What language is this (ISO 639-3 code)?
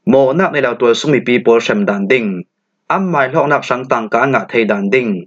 cfm